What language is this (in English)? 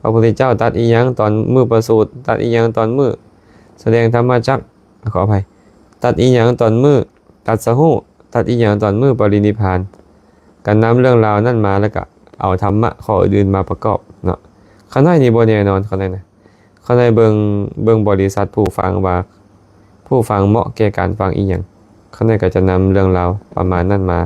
Lao